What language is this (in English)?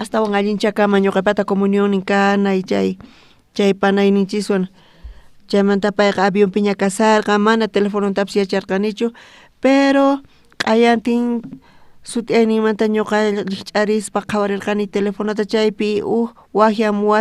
South Bolivian Quechua